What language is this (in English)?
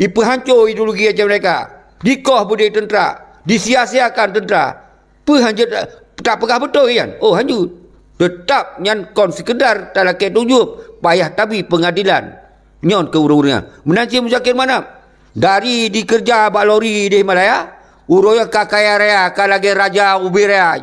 Achinese